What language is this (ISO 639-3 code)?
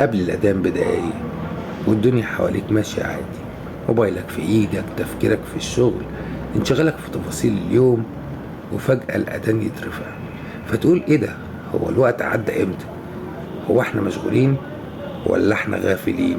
arz